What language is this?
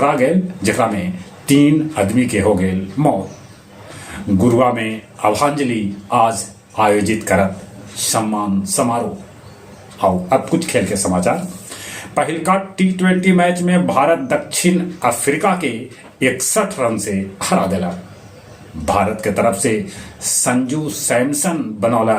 Magahi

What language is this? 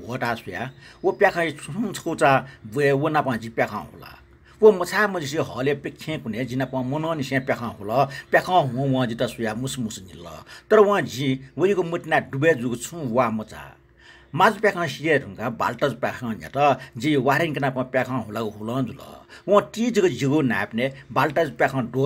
Newari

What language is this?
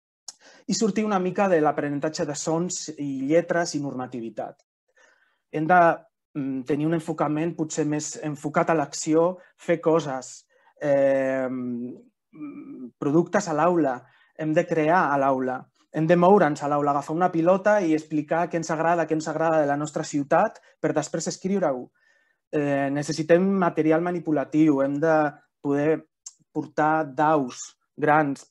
Catalan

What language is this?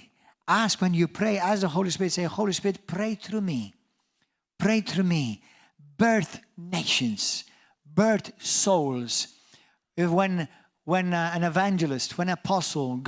English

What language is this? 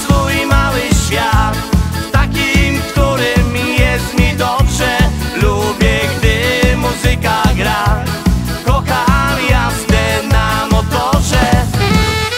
Polish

